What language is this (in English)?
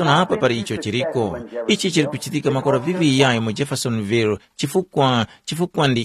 Tumbuka